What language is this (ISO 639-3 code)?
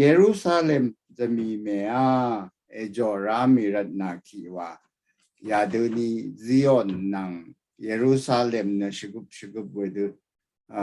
raw